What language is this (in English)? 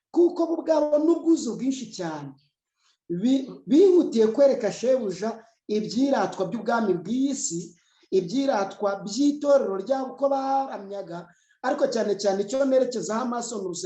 Kinyarwanda